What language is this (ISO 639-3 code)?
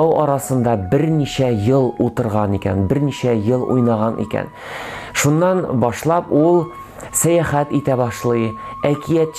tat